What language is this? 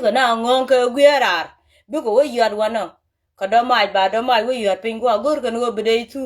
Nuer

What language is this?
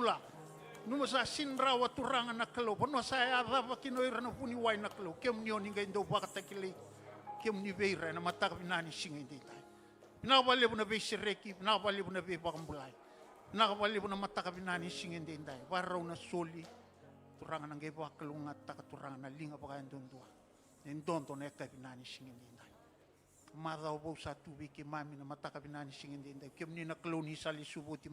Fijian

